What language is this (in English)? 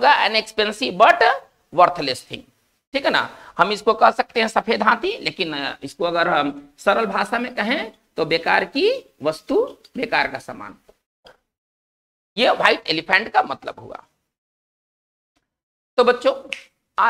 Hindi